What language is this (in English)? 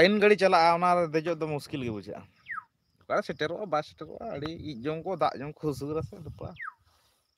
Santali